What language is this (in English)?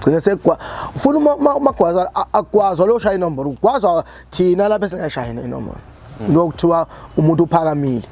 Zulu